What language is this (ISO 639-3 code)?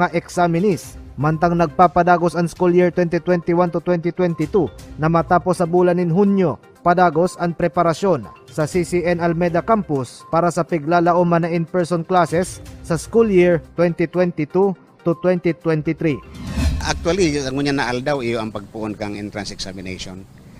bik